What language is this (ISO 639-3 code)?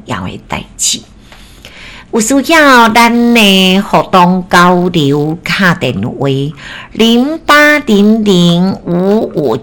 nan